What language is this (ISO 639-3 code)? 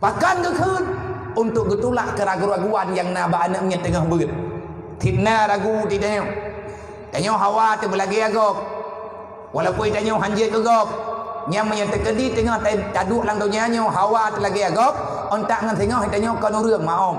ace